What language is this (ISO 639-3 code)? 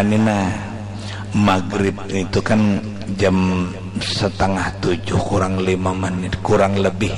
bjn